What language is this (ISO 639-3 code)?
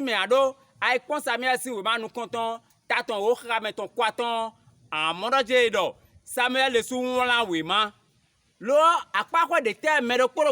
fon